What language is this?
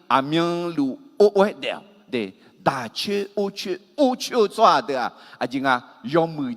Akha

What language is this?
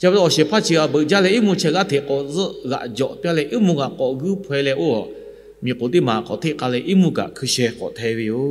Lahu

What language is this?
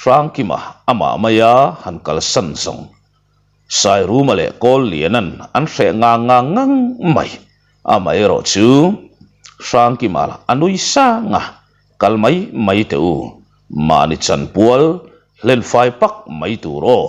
Mizo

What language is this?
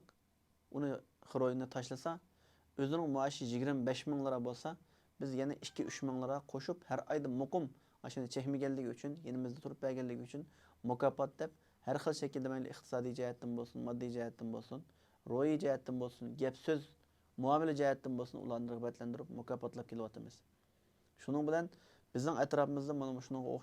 Uyghur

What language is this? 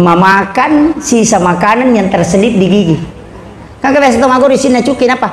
Buginese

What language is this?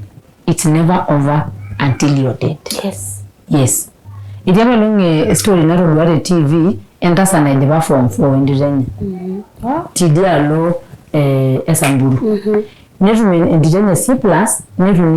Masai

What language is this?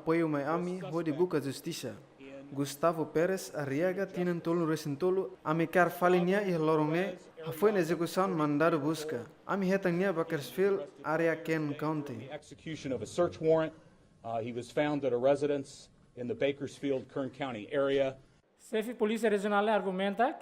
Tetum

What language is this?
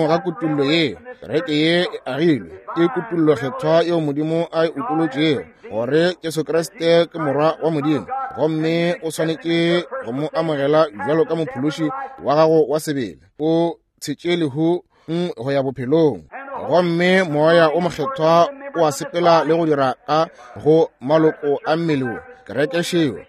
Northern Sotho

